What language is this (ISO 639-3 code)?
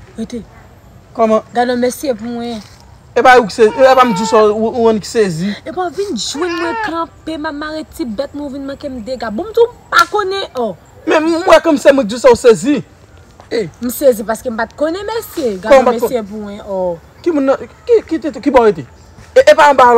hat